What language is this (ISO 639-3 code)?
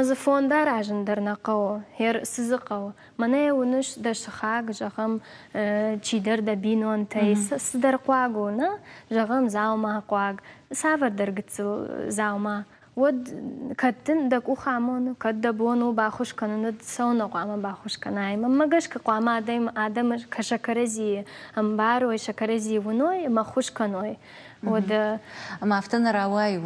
oss